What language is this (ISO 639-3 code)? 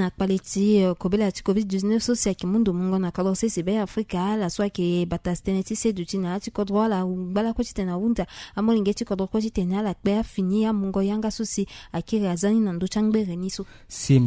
sag